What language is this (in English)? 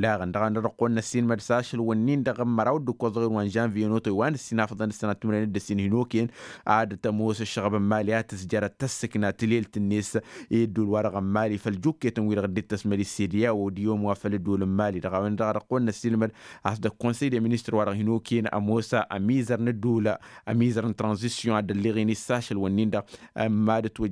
Tamasheq